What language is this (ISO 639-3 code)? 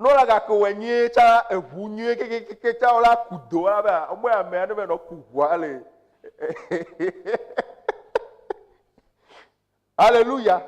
ewe